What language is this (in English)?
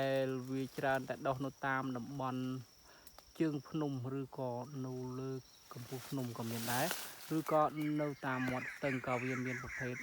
Khmer